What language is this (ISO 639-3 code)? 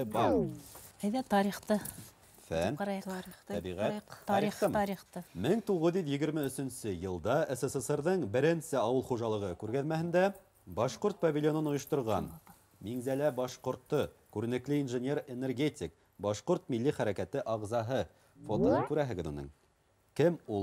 bak